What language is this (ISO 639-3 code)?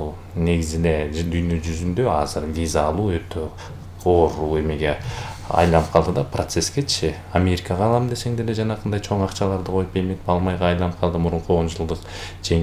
kir